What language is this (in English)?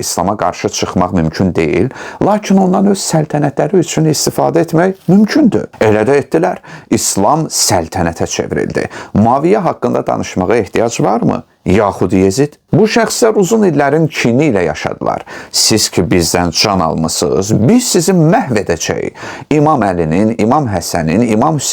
Azerbaijani